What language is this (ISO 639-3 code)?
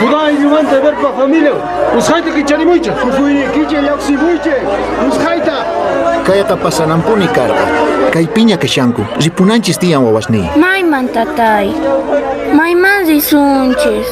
que